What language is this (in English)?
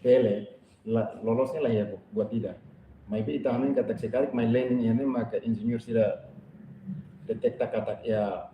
Tetum